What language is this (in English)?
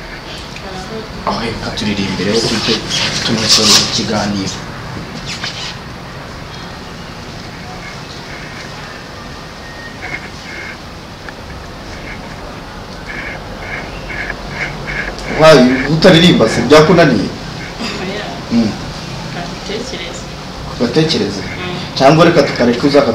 Kinyarwanda